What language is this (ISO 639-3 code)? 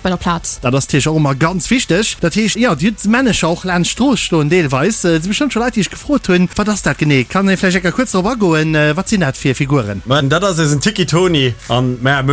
ltz